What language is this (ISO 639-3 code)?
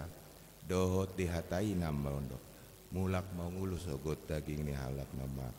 bbc